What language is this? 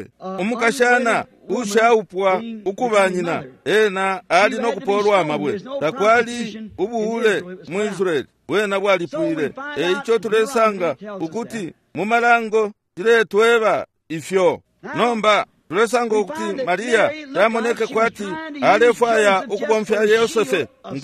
Bemba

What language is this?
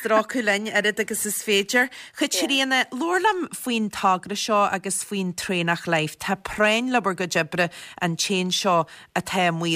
Irish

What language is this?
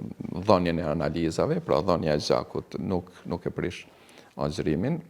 Albanian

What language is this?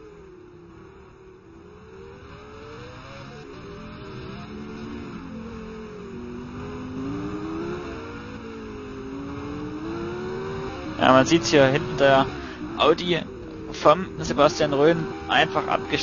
German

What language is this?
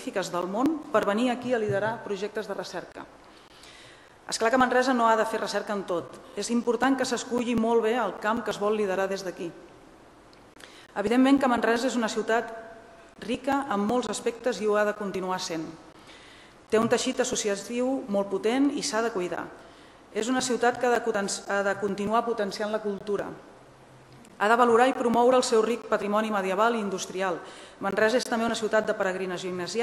Catalan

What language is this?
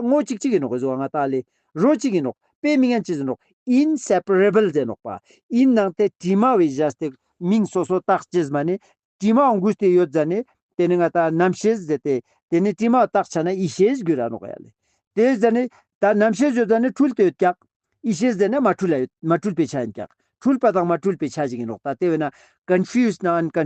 Ladakhi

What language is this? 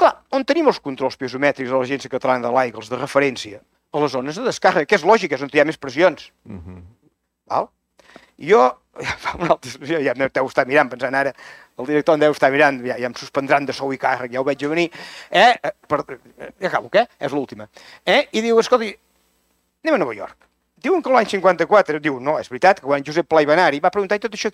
Catalan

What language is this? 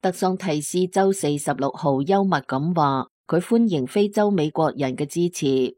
Cantonese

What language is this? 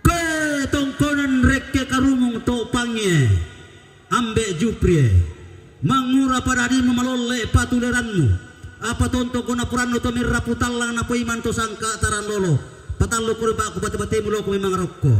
Toraja-Sa'dan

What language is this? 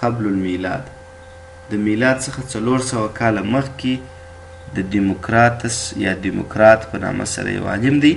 Pashto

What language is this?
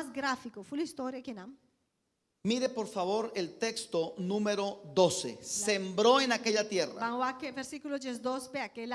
Papiamento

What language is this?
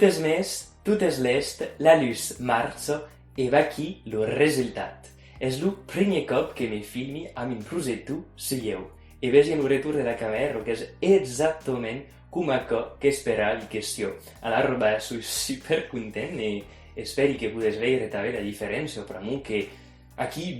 Occitan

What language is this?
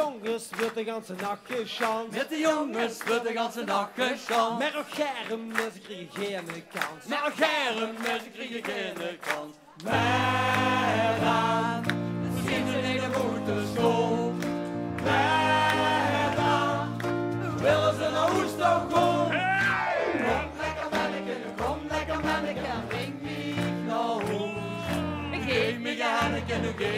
Limburgish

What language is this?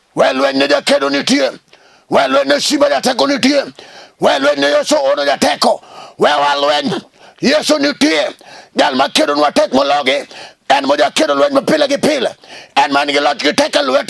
Luo (Kenya and Tanzania)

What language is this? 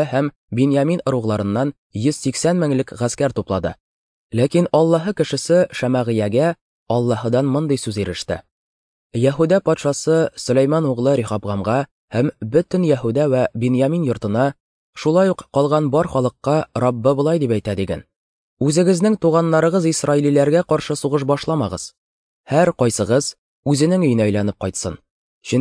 Tatar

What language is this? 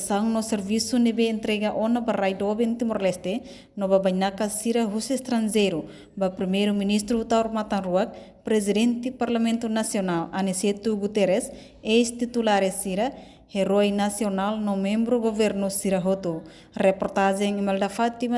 Tetum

